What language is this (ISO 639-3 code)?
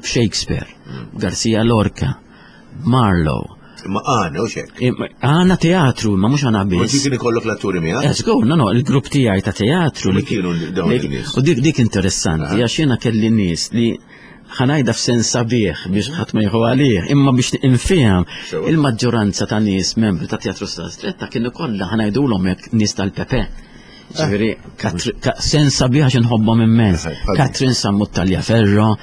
mlt